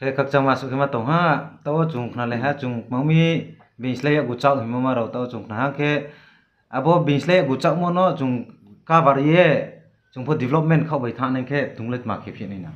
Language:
Riang (India)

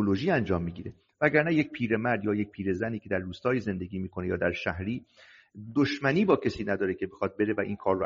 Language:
Persian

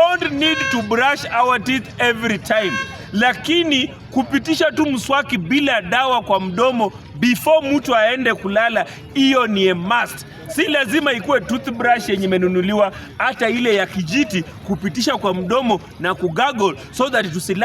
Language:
Swahili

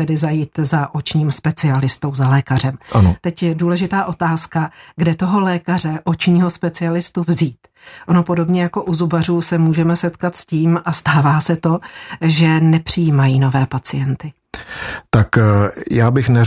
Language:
Czech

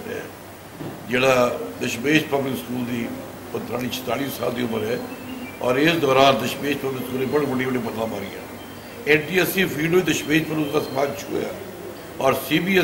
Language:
Punjabi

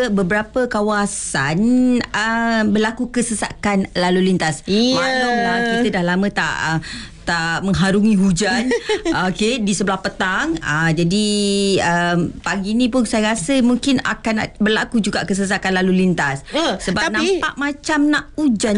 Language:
Malay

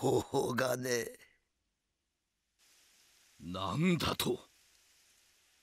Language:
German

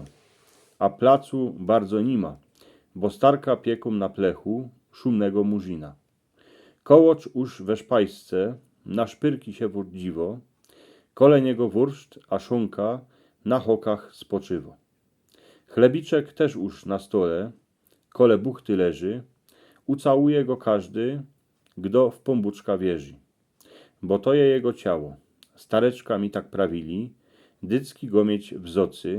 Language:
Silesian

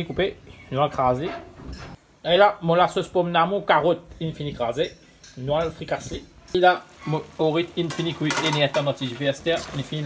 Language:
Morisyen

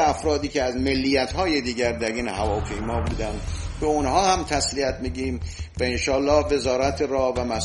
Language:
Persian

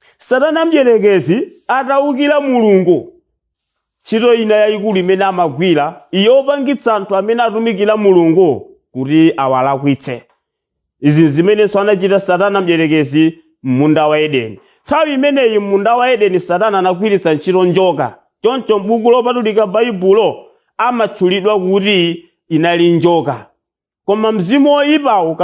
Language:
Nyanja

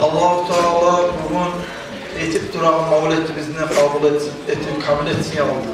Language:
Kumyk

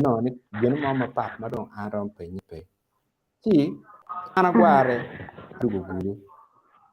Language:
Acoli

